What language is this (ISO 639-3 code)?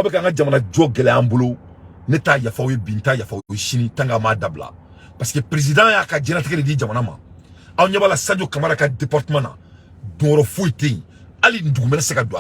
bam